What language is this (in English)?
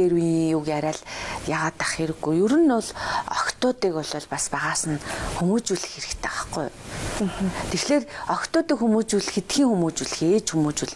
Mongolian